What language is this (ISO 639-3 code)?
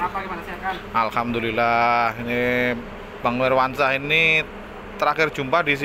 ind